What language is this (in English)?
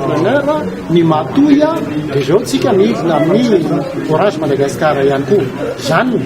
Malagasy